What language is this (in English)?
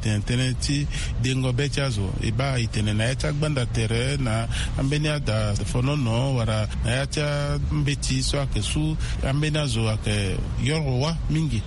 Sango